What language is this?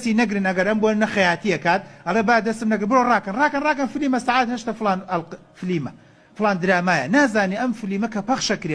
Central Kurdish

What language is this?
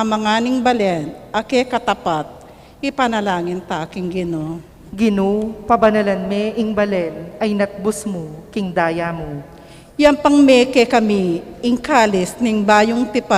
Pampanga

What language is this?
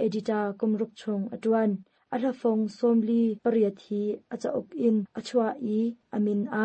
Hakha Chin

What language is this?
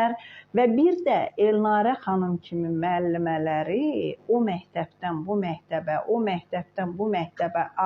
Azerbaijani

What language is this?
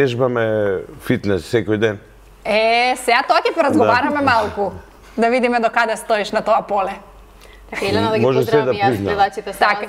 Macedonian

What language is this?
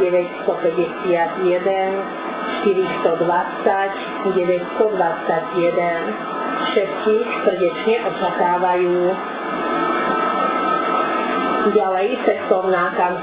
Slovak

